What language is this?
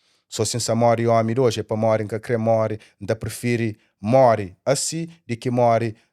Kabuverdianu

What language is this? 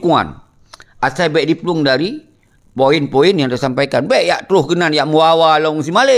Achinese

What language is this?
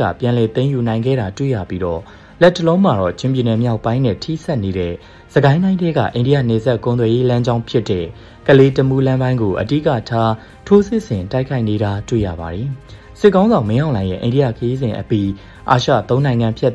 Burmese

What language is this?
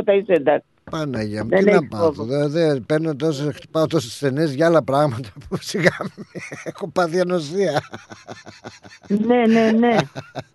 Greek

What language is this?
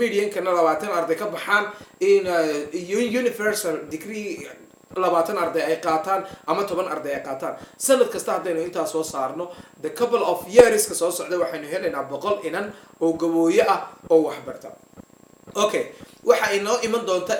Somali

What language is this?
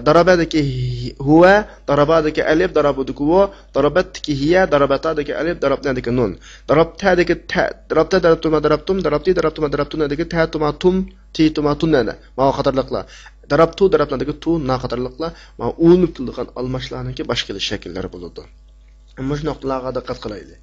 Uyghur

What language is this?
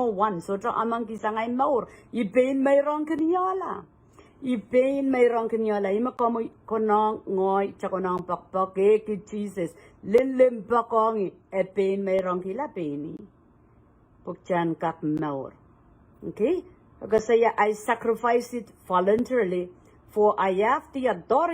Pohnpeian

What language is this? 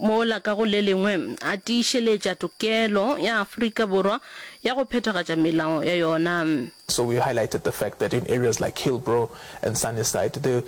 Northern Sotho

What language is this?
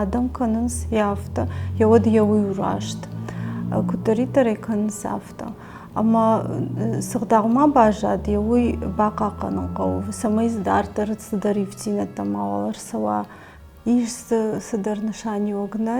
Ossetic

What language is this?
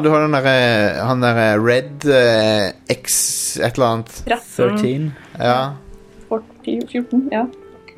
Norwegian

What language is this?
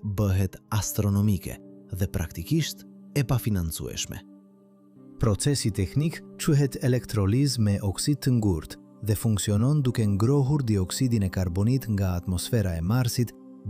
Albanian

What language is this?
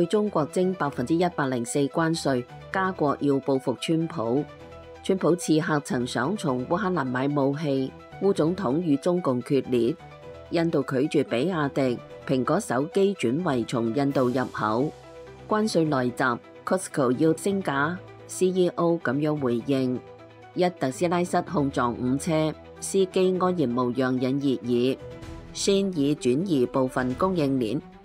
Cantonese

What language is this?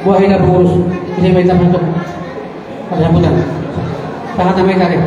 Batak Toba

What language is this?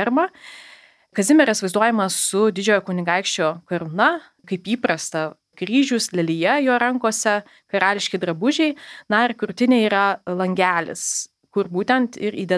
Lithuanian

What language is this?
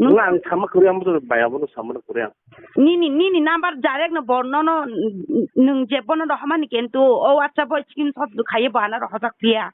Kok Borok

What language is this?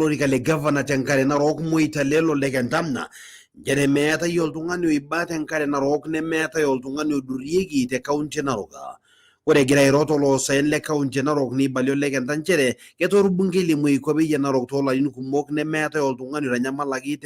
Masai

